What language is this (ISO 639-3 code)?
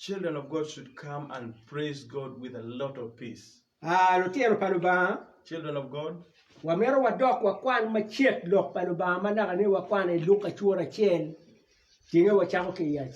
ach